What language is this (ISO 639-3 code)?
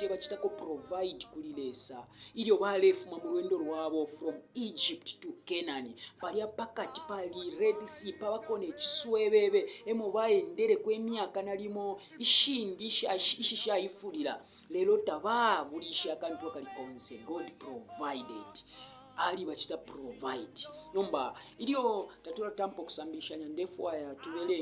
bem